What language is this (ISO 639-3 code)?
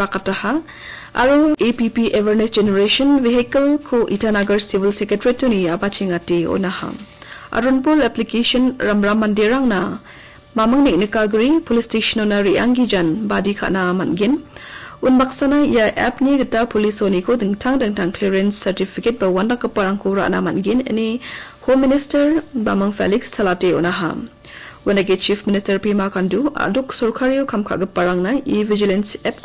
grt